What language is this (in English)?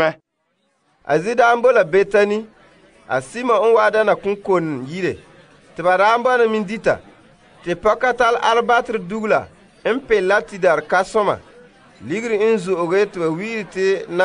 Frafra